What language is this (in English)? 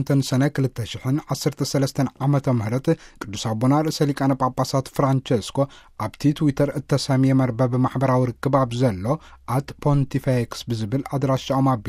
Tigrinya